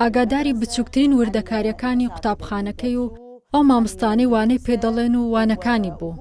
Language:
Central Kurdish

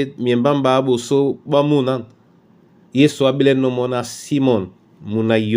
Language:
Duala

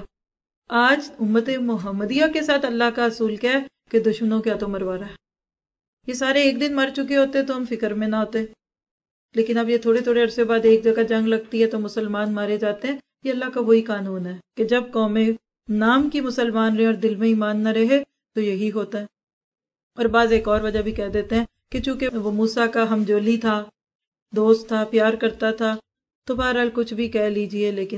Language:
Urdu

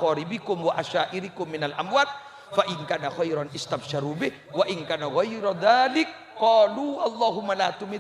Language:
Madurese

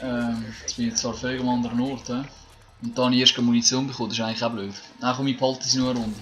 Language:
Swiss German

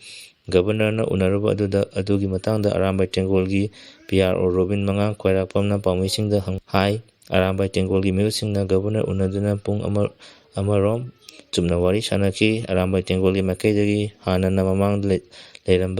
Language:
Manipuri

